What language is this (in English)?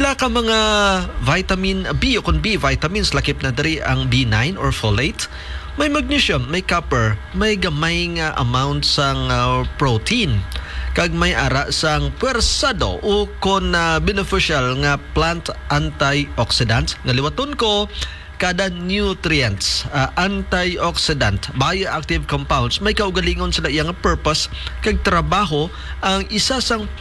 Hiligaynon